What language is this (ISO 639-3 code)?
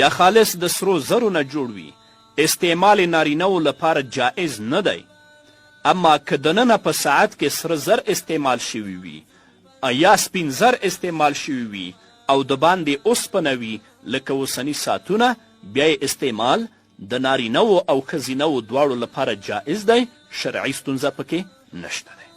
pus